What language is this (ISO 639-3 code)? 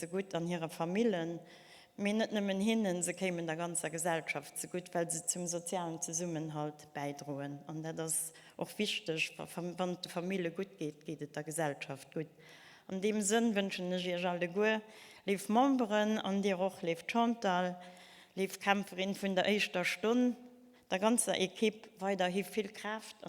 ltz